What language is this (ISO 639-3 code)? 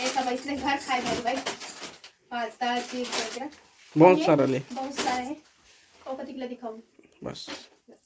hne